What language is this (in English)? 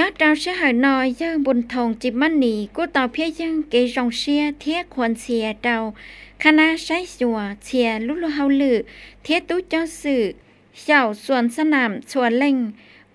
Hmong